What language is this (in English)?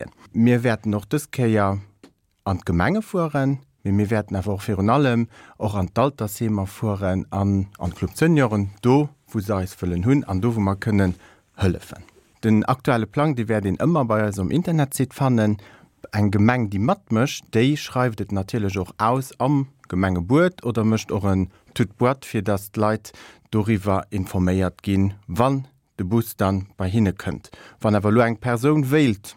Luxembourgish